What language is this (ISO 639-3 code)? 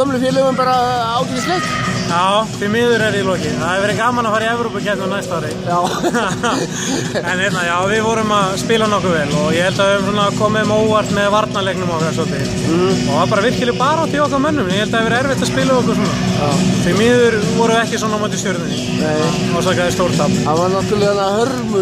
isl